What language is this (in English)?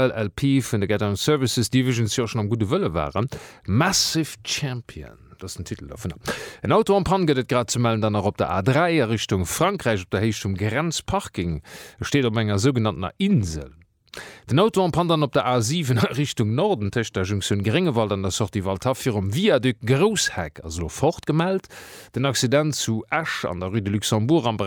Luxembourgish